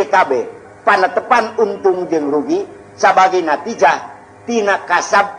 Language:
Sundanese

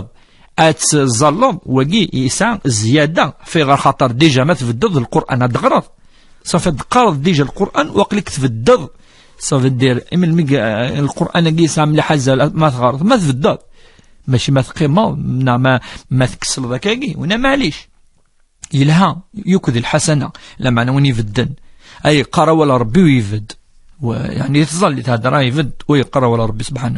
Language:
Kabyle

